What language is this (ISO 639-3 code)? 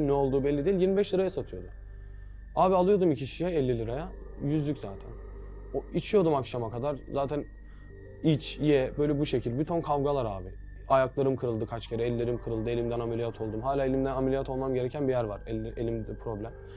tur